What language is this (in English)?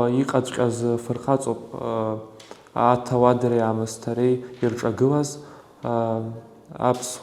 Abkhazian